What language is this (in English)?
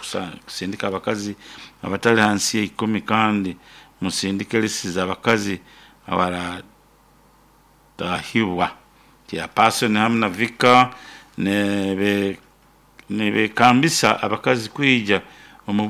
Nyoro